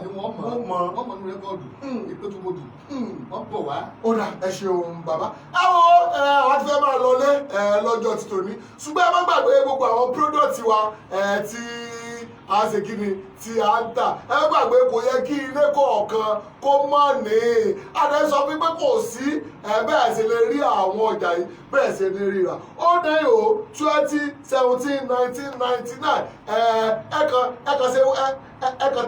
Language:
Yoruba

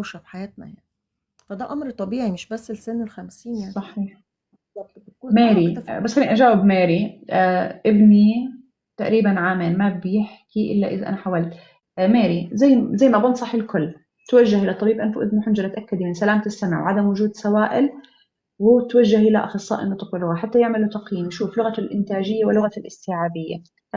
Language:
Egyptian Arabic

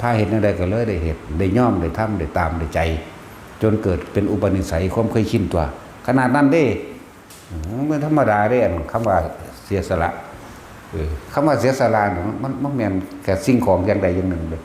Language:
Northeastern Thai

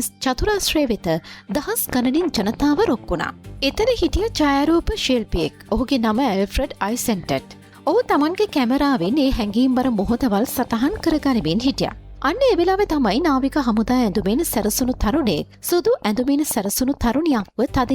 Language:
Sinhala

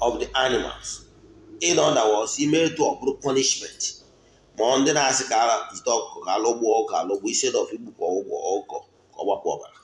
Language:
Igbo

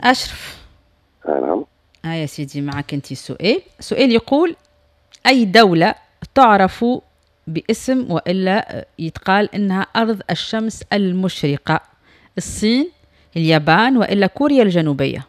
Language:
Tunisian Arabic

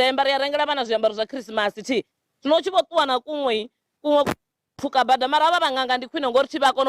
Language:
Venda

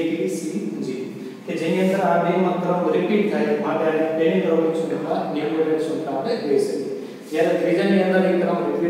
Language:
Gujarati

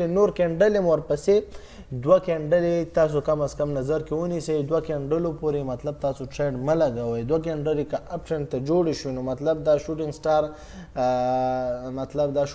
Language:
Pashto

